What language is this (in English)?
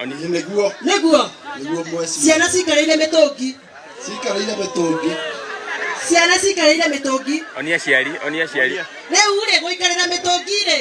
Kikuyu